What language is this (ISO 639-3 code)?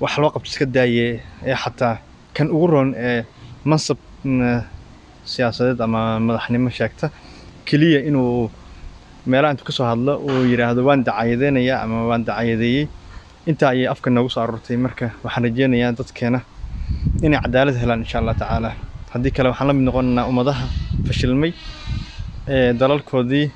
som